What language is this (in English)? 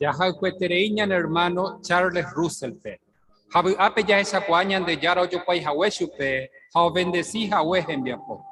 Guarani